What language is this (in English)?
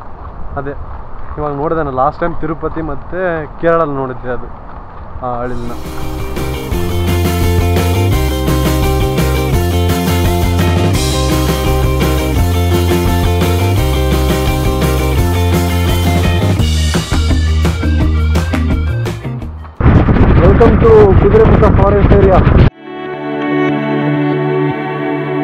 Kannada